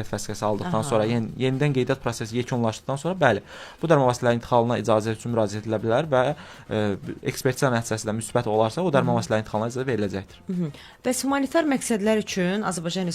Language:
Azerbaijani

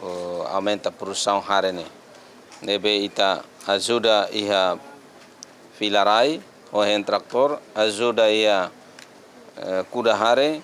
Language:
Tetum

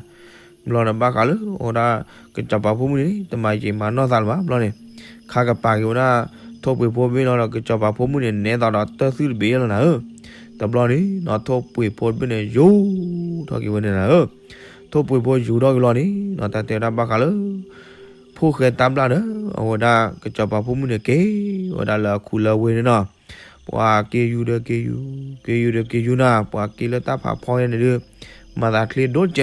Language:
S'gaw Karen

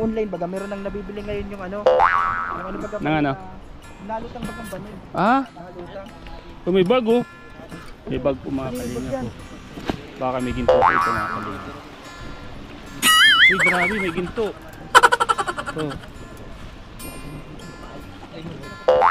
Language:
Filipino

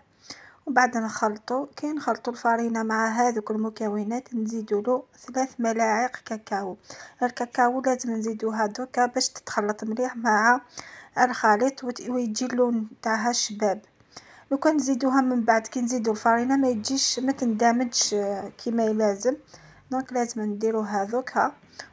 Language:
Algerian Arabic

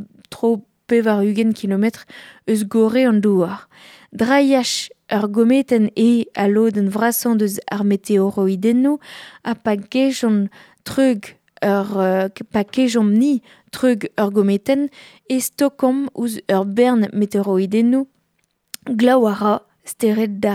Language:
Breton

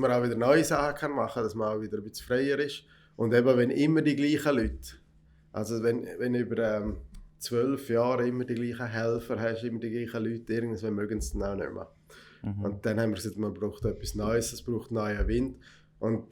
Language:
Swiss German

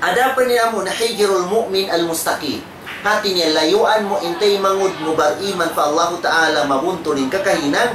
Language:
Tausug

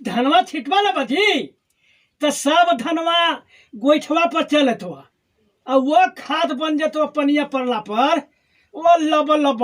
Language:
Magahi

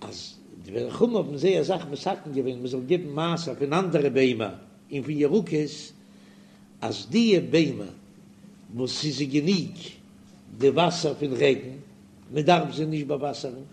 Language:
Yiddish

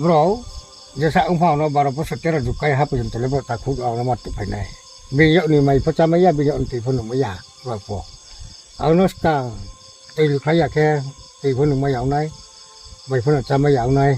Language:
Riang (India)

